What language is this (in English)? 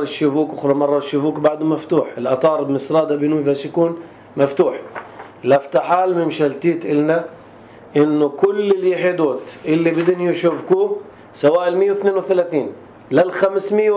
North Levantine Arabic